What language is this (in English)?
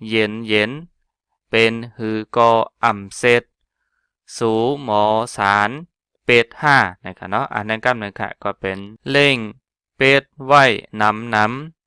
Shan